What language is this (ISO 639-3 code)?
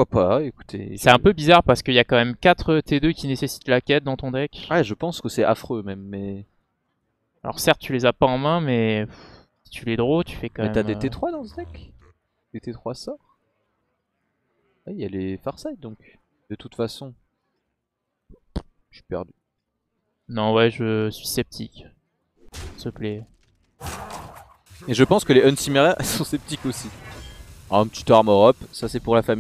fra